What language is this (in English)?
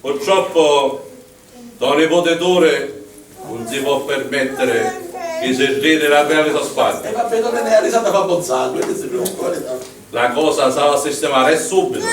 Sicilian